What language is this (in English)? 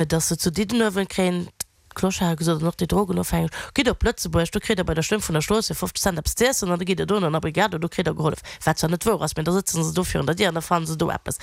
Luxembourgish